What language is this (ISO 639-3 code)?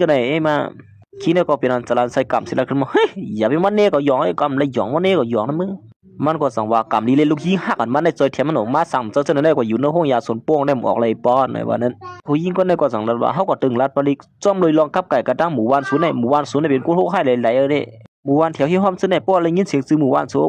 shn